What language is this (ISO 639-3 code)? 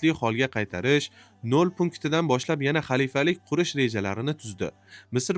uzb